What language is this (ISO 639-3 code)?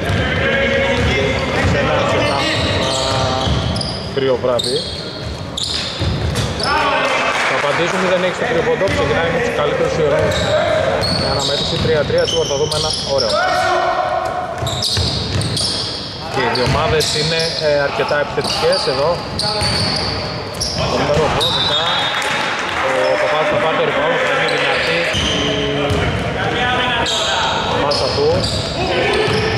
ell